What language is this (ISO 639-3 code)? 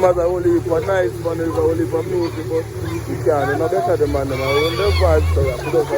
jam